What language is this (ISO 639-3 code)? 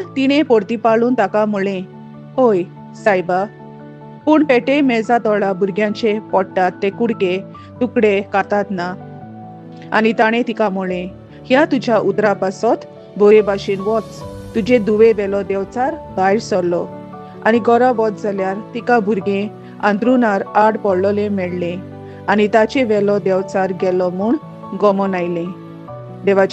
kok